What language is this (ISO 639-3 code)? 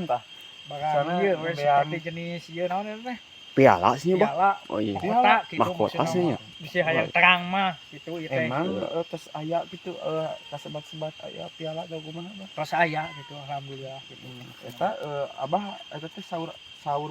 sun